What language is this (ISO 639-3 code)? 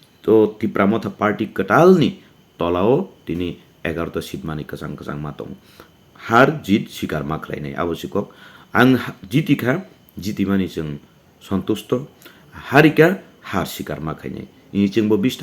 trp